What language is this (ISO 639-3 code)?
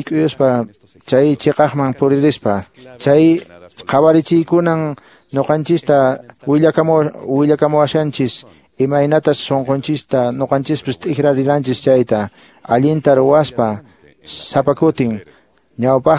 que